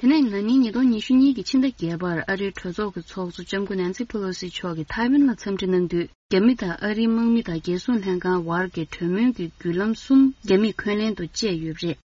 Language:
Tibetan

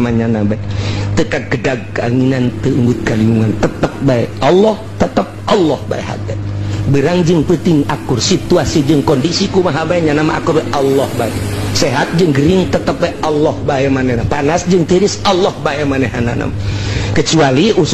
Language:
Sundanese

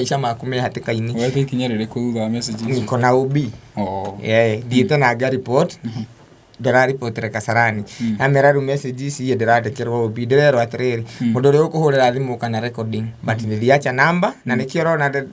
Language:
Kikuyu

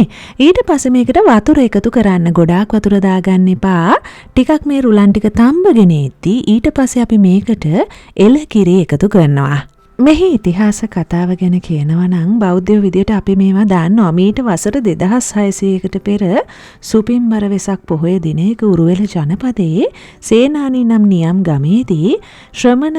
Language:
Sinhala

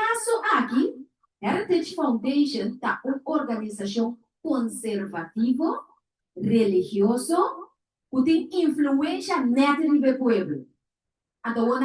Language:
Papiamento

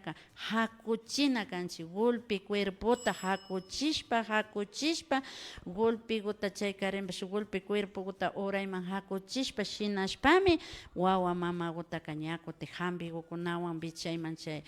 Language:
Imbabura Highland Quichua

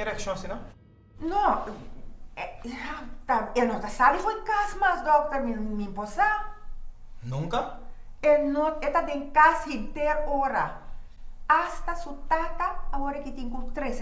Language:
Papiamento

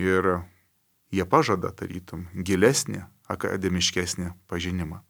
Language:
Lithuanian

